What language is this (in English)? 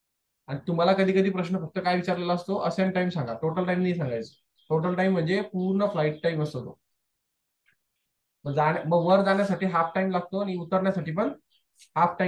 Marathi